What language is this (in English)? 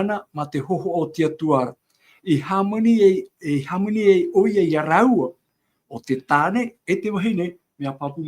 Tahitian